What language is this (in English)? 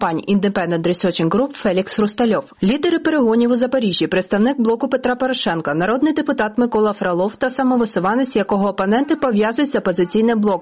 Ukrainian